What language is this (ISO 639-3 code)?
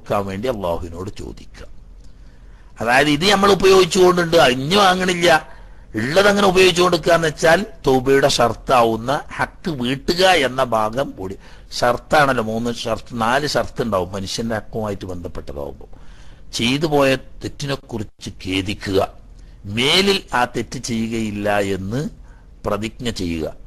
mal